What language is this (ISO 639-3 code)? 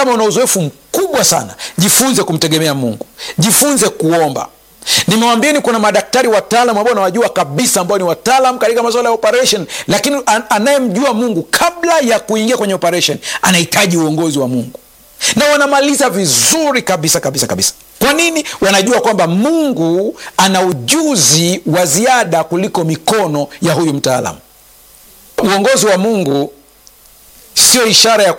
swa